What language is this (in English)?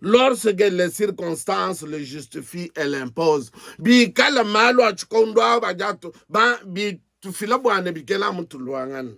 Luba-Lulua